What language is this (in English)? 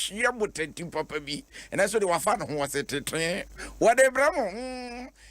Akan